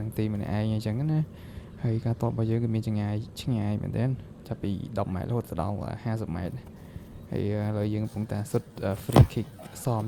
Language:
Khmer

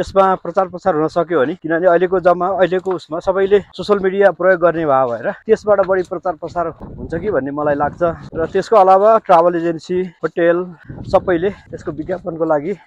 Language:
Nepali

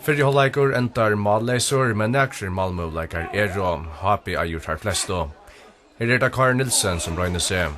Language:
Faroese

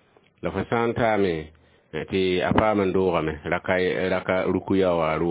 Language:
Mossi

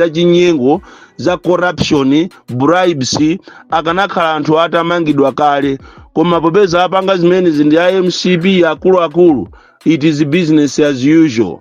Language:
Nyanja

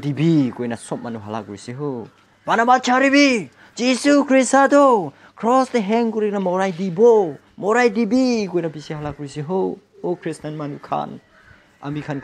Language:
Naga Pidgin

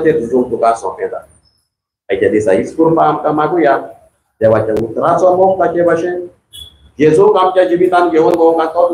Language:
Konkani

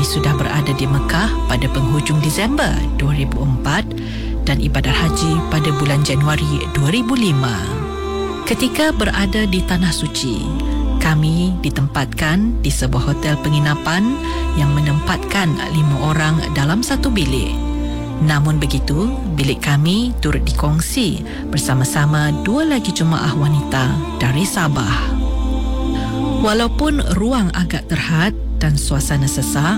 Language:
Malay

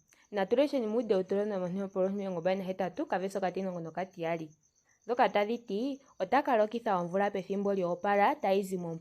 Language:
Ndonga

